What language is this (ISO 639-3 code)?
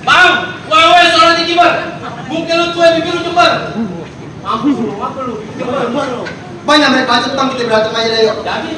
bew